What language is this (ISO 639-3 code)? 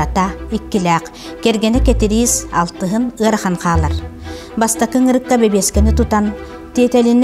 sah